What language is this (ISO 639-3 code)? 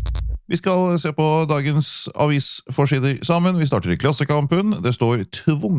nor